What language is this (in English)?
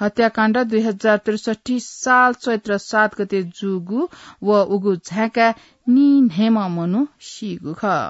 Newari